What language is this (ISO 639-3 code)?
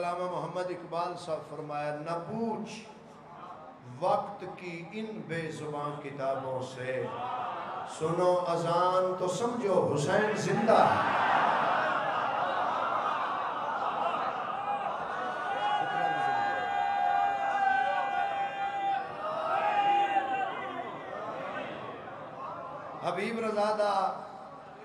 urd